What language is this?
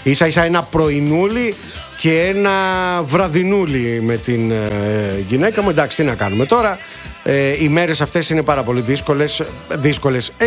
Greek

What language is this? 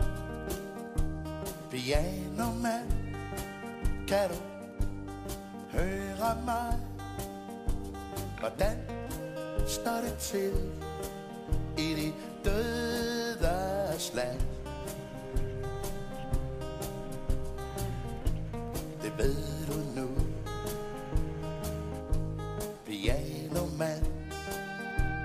Danish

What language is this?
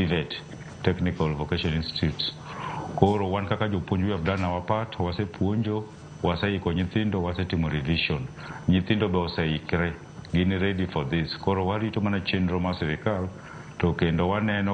Luo (Kenya and Tanzania)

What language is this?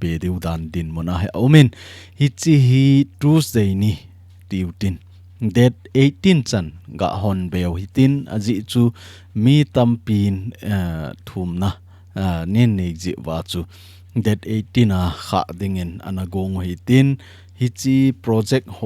Thado Chin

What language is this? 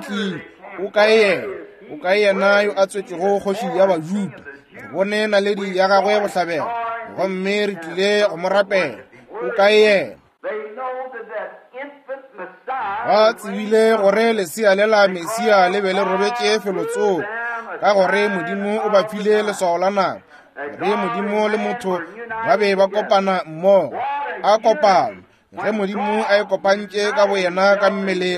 Northern Sotho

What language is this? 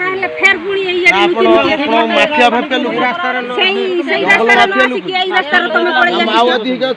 Santali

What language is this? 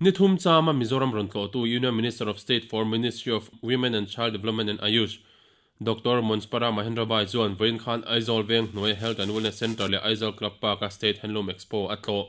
Mizo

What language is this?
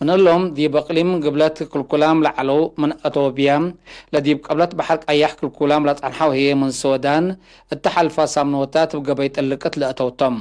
Tigre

